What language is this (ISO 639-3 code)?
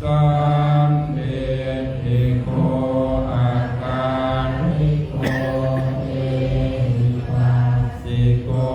pli